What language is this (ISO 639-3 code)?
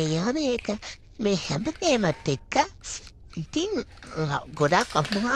sin